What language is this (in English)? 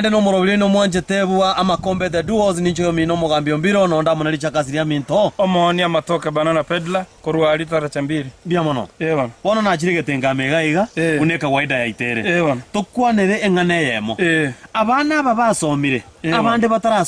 Gusii